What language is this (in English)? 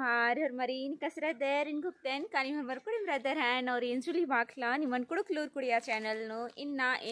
Kurukh